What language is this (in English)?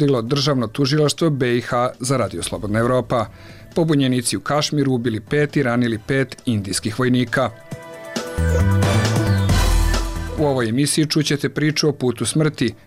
Bosnian